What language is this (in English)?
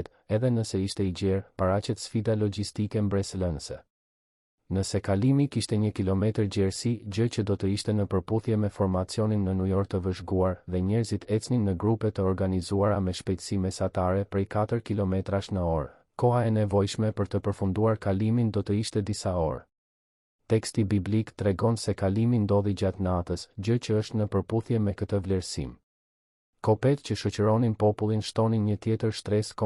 Albanian